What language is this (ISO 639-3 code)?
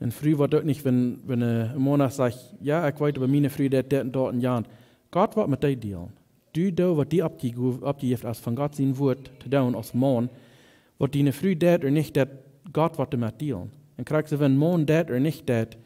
pdt